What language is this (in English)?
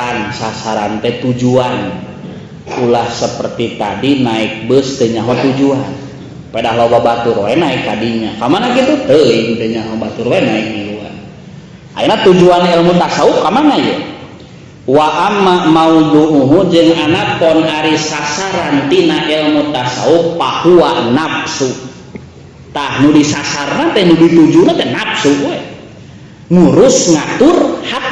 Sundanese